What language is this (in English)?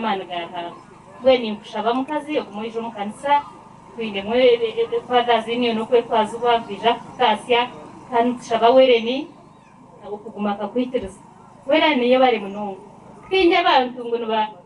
Nyankole